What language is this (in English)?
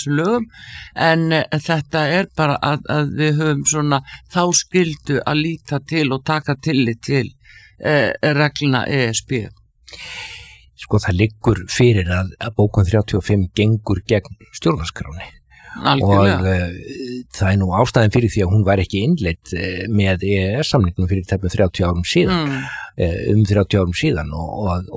Icelandic